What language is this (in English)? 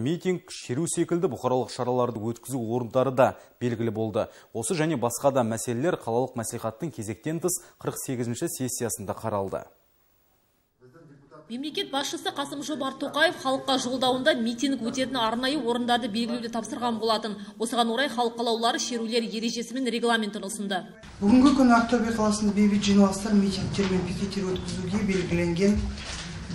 Kazakh